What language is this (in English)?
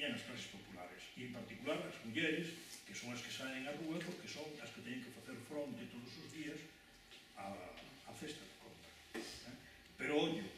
Galician